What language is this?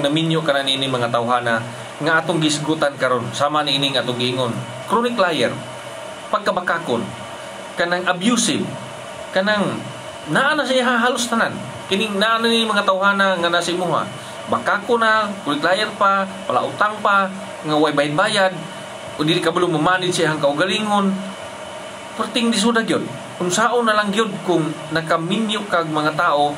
Cebuano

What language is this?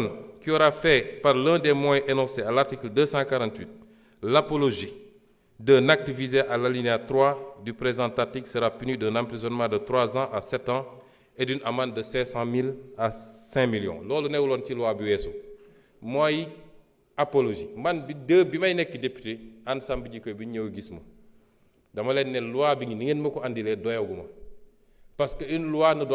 Wolof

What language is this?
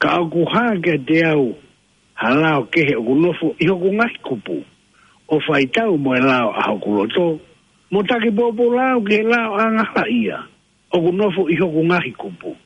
Tongan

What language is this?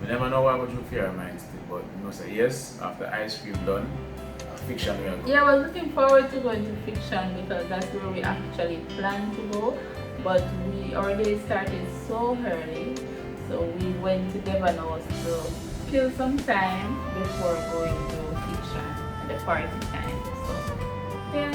Jamaican Creole English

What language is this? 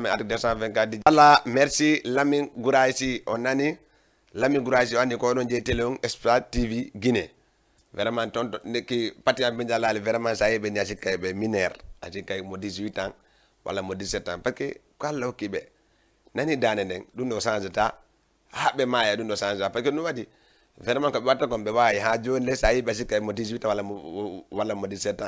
Fula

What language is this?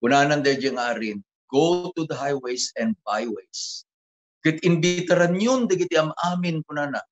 Iloko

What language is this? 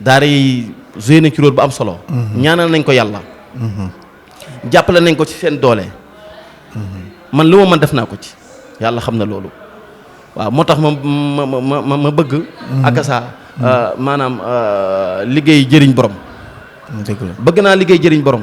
Wolof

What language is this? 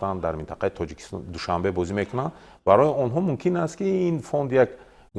Tajik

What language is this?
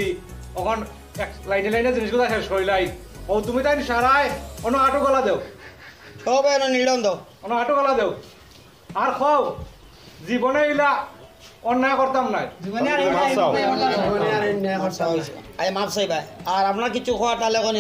Sylheti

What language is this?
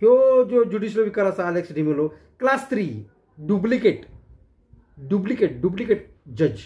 Konkani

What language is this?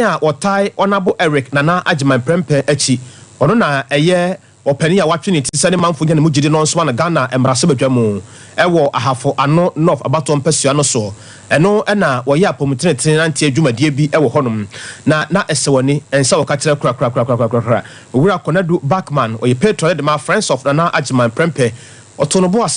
Akan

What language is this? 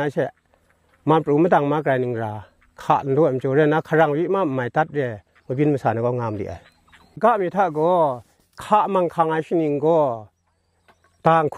Kachin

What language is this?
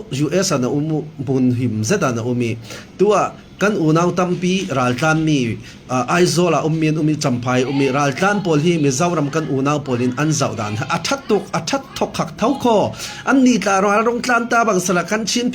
Falam Chin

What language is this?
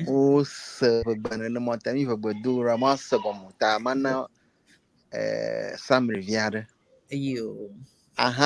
Ewe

